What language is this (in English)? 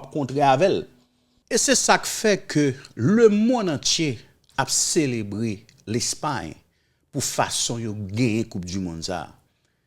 Haitian Creole